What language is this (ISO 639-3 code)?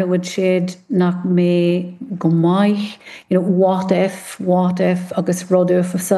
gle